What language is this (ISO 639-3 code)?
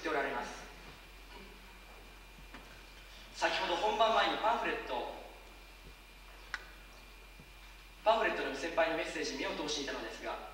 jpn